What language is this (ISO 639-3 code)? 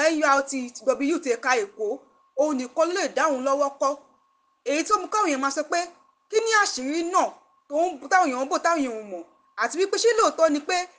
yor